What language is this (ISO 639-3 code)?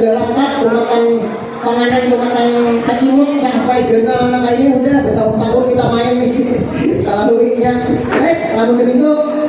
bjn